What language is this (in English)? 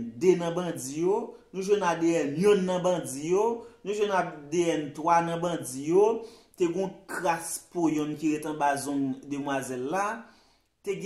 Haitian Creole